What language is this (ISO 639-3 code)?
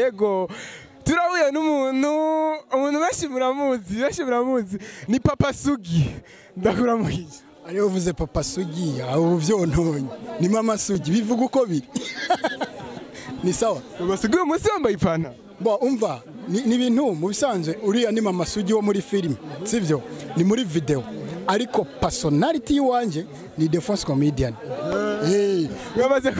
run